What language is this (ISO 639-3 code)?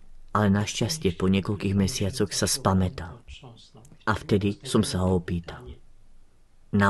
slk